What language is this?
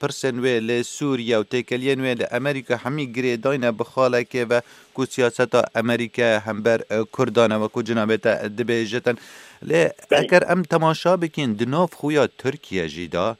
Kurdish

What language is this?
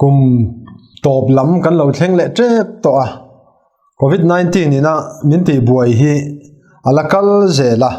Mizo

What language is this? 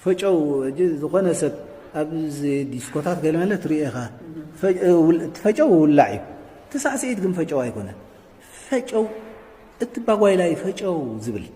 Tigrinya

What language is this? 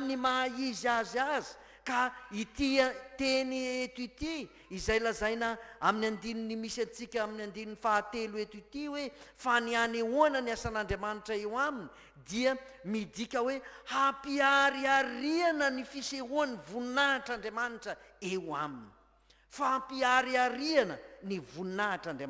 Malagasy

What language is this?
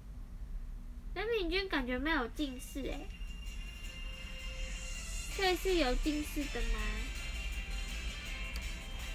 Chinese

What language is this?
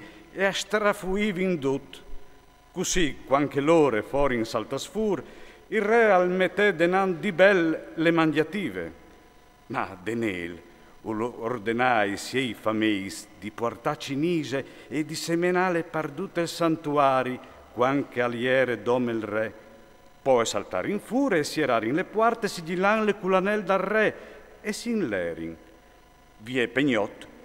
Friulian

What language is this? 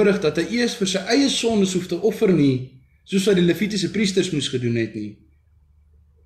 Afrikaans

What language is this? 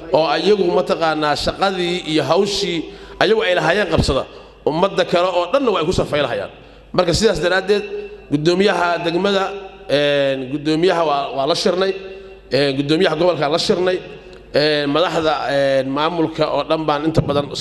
Somali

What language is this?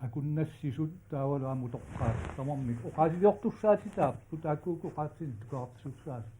Kalaallisut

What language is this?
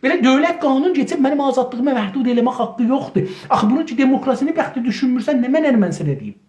South Azerbaijani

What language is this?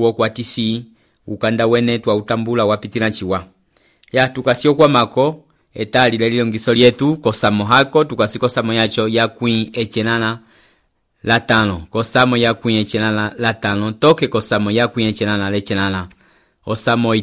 Umbundu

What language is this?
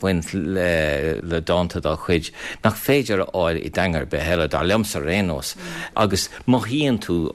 Irish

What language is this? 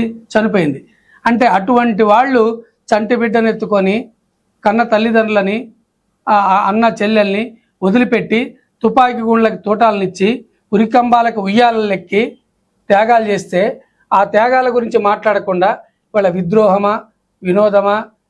Telugu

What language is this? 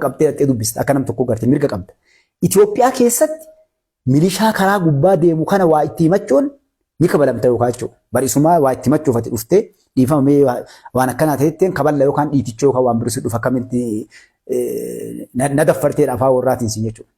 Oromo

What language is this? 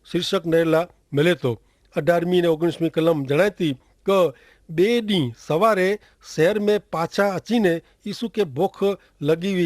Kachhi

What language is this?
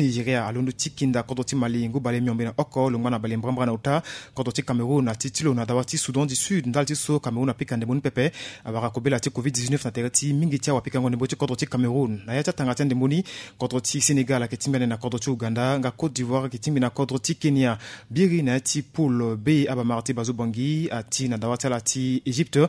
Sango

